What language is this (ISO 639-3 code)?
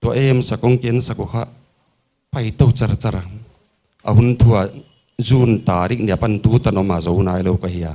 pck